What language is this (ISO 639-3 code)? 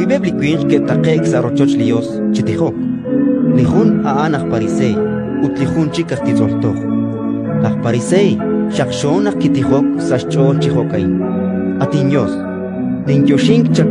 kek